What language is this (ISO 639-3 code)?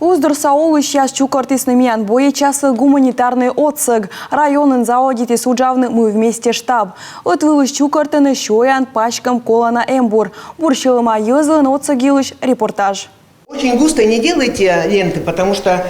kom